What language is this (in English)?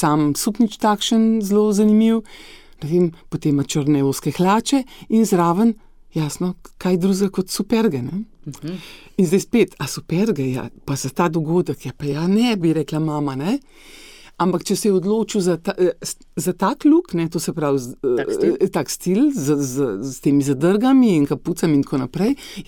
Slovenian